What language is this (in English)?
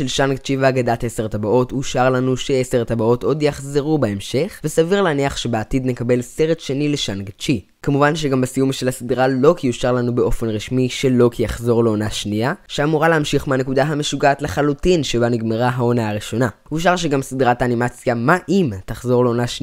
Hebrew